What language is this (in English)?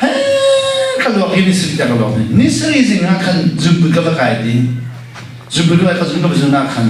Hakha Chin